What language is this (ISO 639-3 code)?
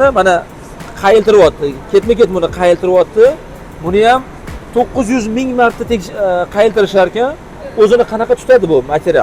uzb